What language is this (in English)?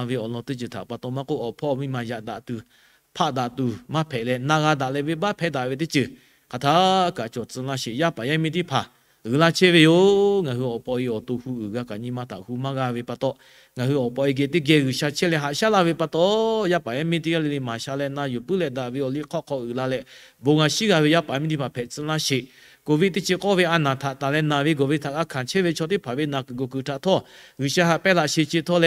Lahu